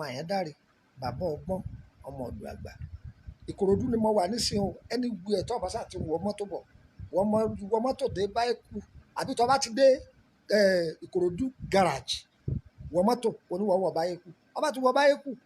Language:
Yoruba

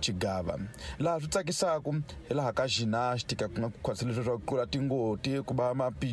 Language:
Tsonga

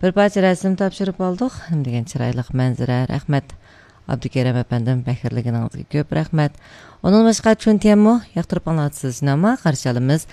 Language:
Uyghur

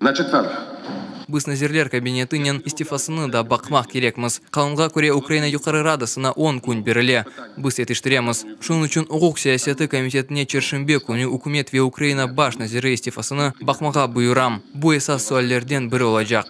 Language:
Crimean Tatar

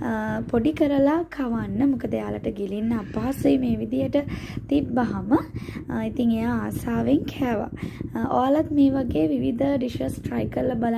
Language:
Sinhala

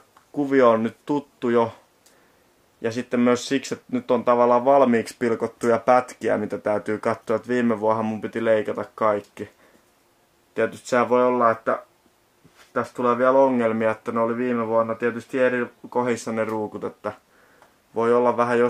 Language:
Finnish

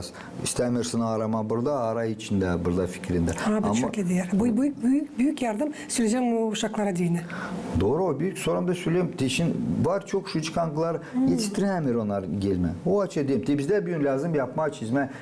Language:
Gagauz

